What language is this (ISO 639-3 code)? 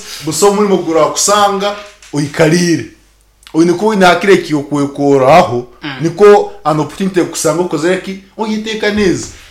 nyn